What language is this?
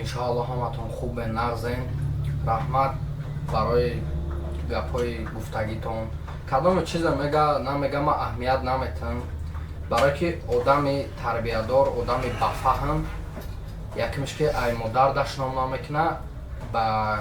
Tajik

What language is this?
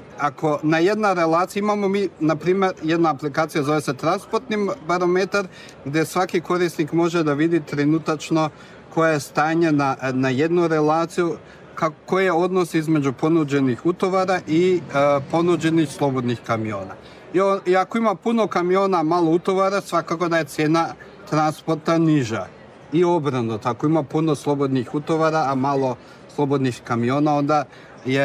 Serbian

